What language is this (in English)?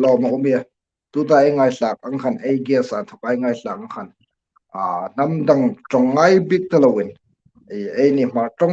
Hmar